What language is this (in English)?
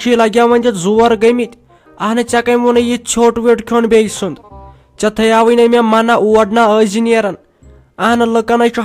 Kashmiri